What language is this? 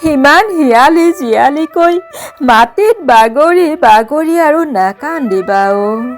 Assamese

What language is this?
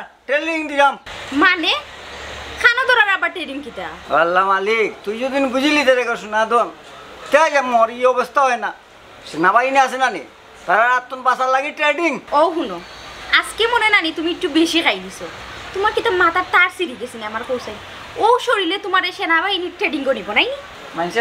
Sylheti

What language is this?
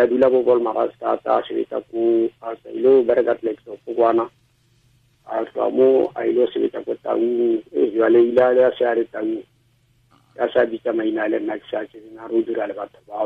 Tswana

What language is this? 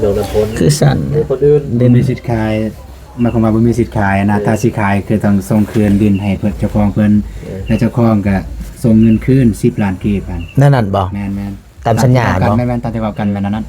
Lao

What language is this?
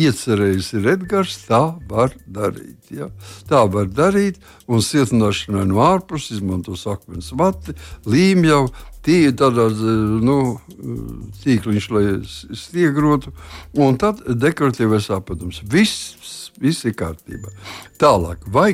Latvian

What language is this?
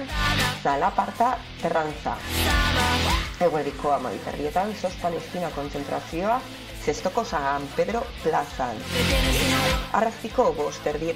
Basque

